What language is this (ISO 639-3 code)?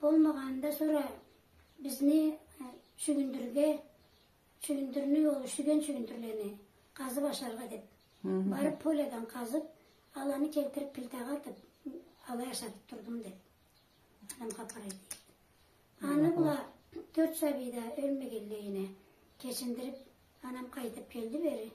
krc